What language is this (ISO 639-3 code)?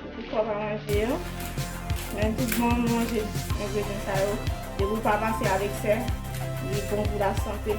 hat